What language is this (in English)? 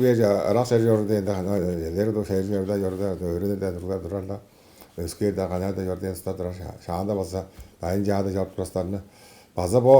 Tuvinian